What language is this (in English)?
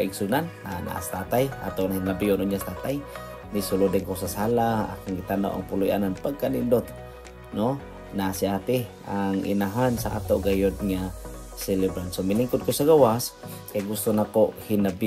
Cebuano